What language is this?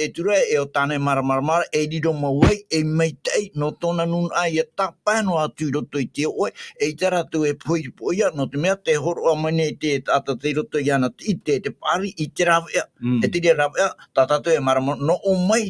Tahitian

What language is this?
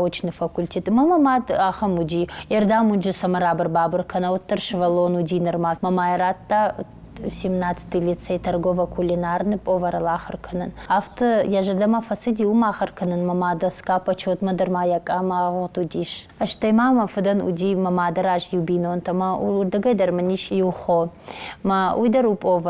Ossetic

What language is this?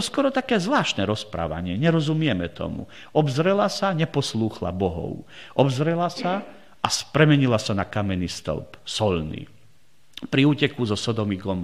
Slovak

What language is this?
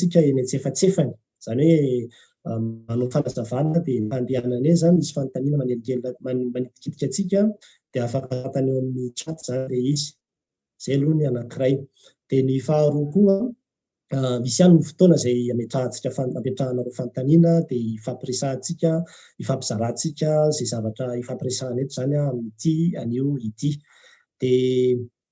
Malagasy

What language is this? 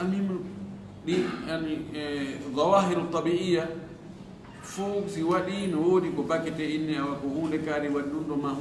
Fula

